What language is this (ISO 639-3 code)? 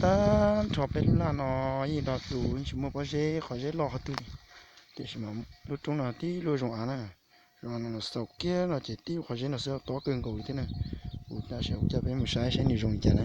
hmn